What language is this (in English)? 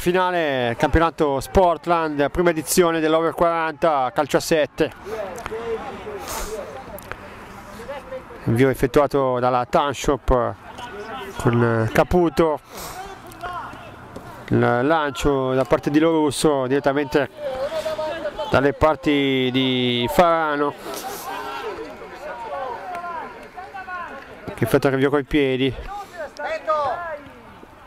Italian